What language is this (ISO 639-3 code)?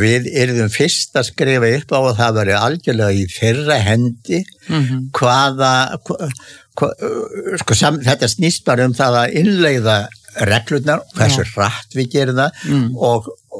isl